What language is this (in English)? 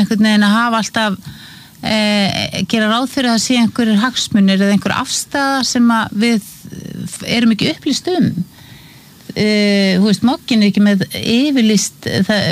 Icelandic